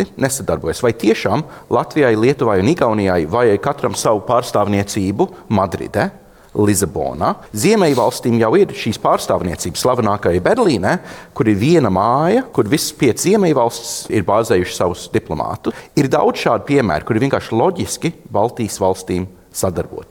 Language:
Latvian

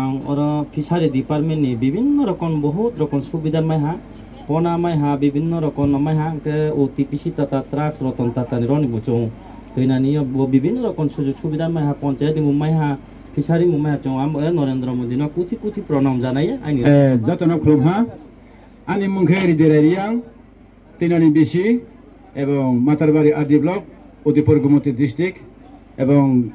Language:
Riang (India)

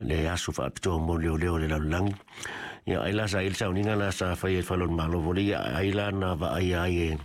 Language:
Samoan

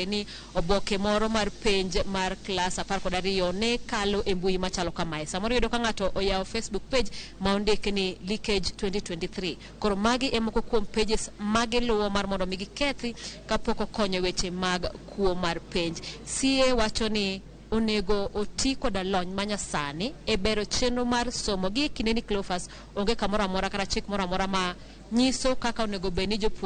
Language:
Luo (Kenya and Tanzania)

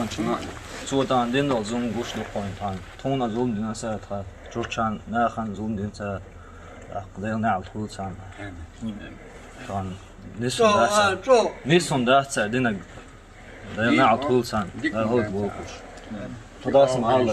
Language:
Chechen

